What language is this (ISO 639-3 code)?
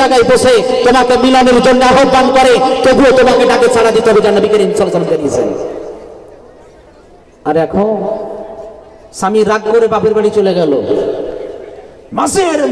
ben